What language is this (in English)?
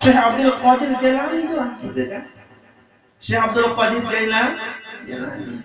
Sasak